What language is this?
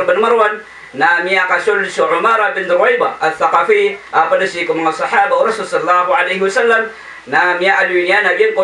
Maranao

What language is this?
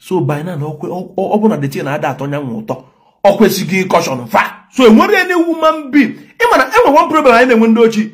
Igbo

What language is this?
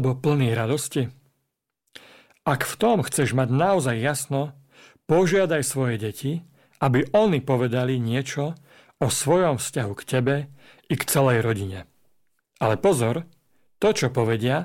Slovak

